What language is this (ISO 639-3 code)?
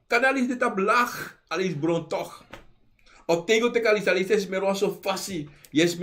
srn